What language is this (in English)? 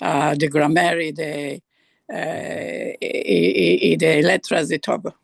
Ladino